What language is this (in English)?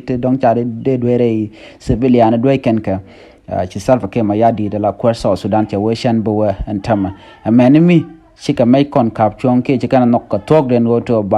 Nuer